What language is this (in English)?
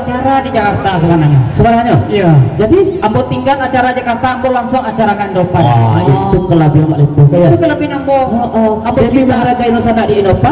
Minangkabau